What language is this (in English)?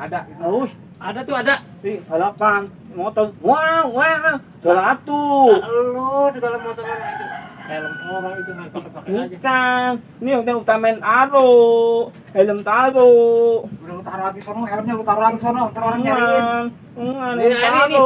Betawi